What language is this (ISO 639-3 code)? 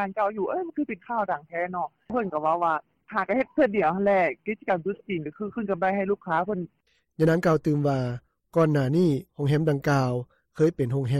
lao